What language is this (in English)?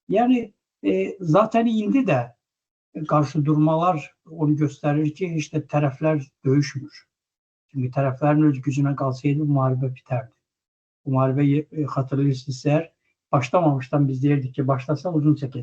Azerbaijani